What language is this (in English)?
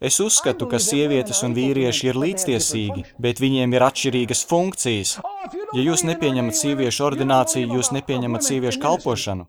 Latvian